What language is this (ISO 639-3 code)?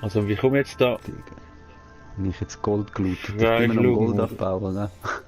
gsw